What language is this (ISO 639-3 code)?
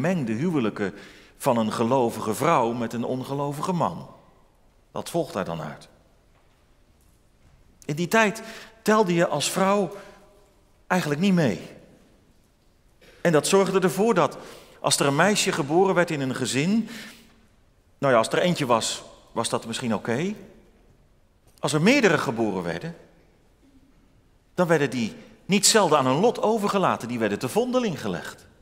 nld